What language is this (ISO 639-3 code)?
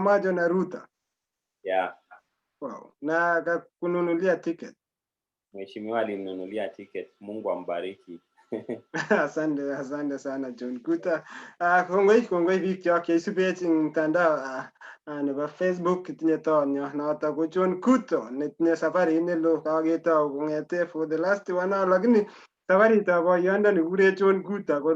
kln